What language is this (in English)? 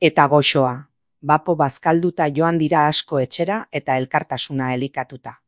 Basque